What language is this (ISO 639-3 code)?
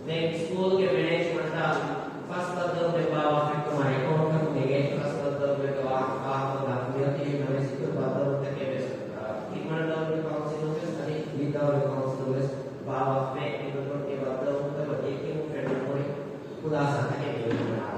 div